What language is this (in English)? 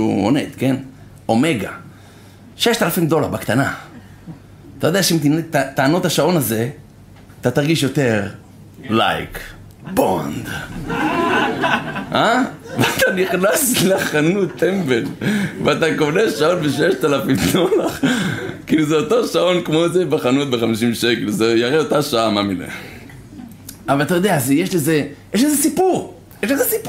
Hebrew